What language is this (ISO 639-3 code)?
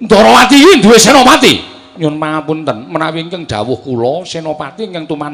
jav